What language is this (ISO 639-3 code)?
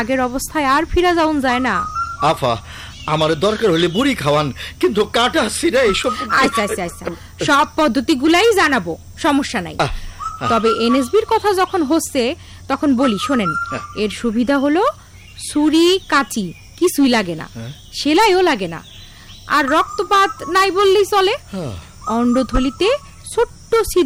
ben